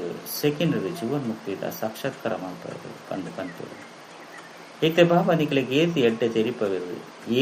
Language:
Tulu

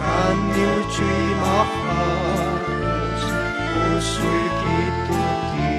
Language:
Aymara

